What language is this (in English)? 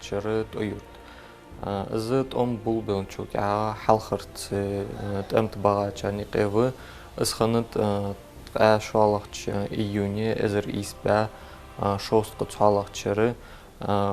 Ingush